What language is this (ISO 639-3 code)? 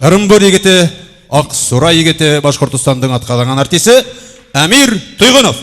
bak